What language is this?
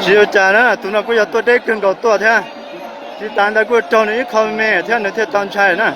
Hmong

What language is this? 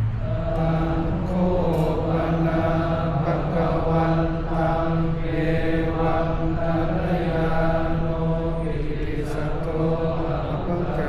Pali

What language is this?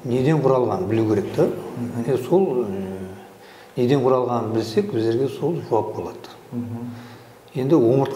Kara-Kalpak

